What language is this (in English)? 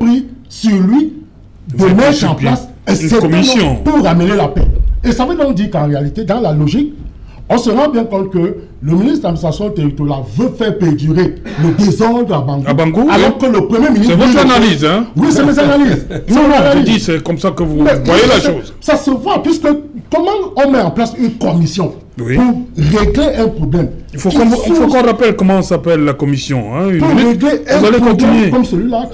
French